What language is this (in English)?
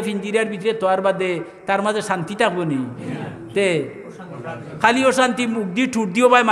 Sylheti